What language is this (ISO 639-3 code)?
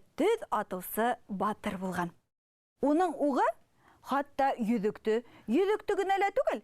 bak